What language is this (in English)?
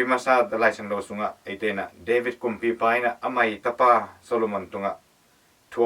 Tedim Chin